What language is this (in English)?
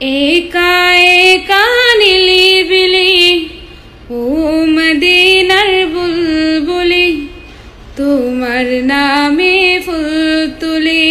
Sylheti